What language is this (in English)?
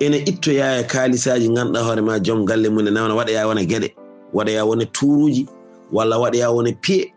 Fula